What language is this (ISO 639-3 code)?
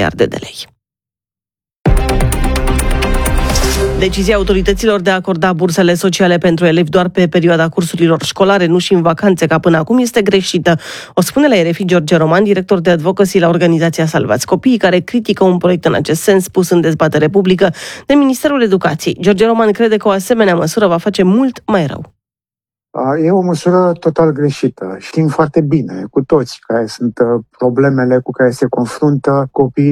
ron